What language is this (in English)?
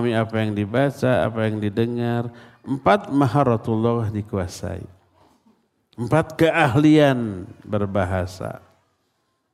Indonesian